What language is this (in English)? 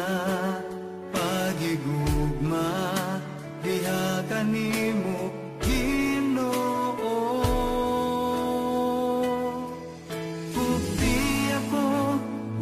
Cebuano